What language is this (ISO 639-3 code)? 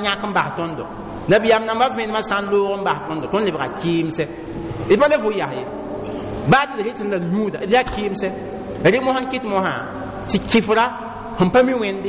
mos